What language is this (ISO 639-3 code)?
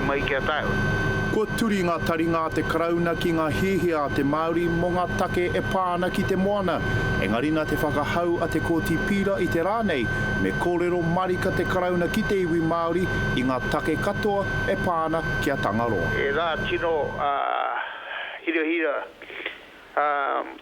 mri